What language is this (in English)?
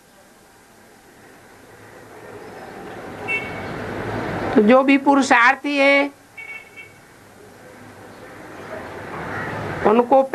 Hindi